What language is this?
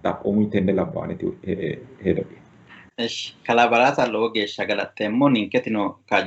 Sidamo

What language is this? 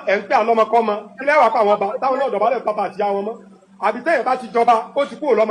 Yoruba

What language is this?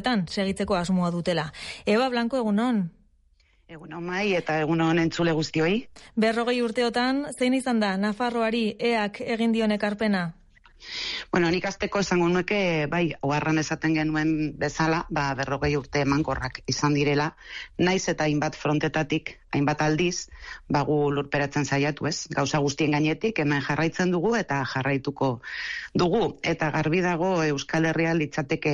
Basque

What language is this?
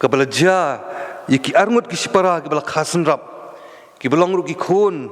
Khasi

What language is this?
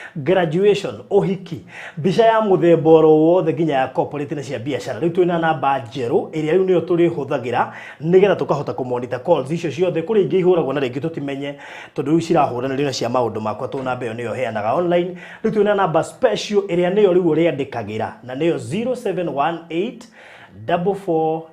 Kikuyu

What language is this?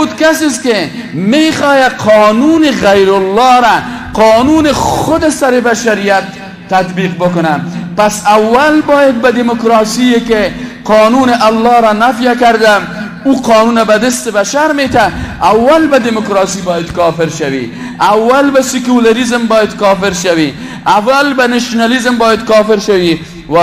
Persian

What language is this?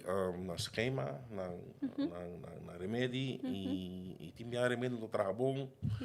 Papiamento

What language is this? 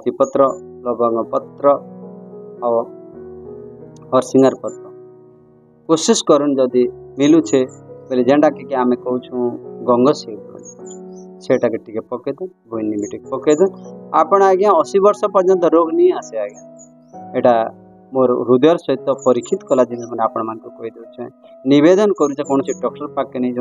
Odia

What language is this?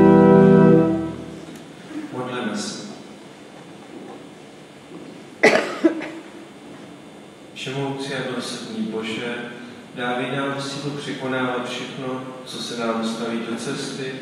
Czech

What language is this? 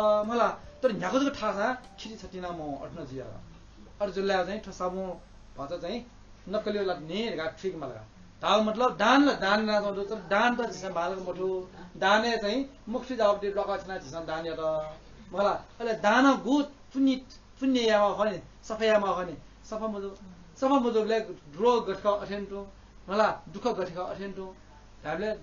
Newari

